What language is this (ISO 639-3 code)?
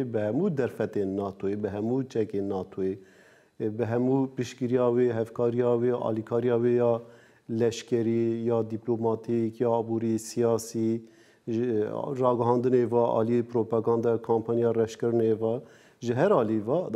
kur